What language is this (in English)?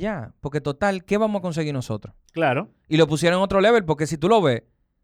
Spanish